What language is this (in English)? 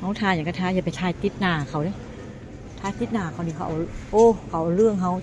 Northeastern Thai